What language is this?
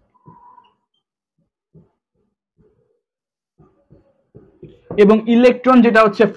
Bangla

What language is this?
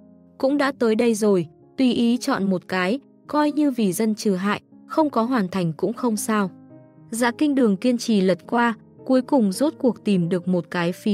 Vietnamese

